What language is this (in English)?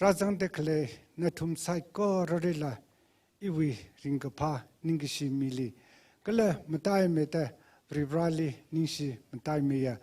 Tangkhul Naga (India)